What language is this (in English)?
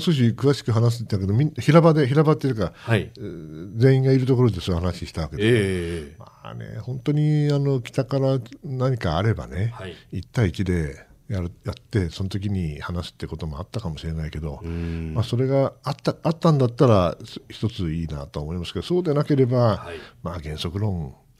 Japanese